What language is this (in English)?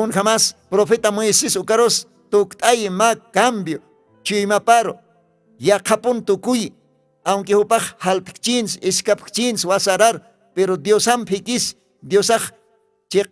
Aymara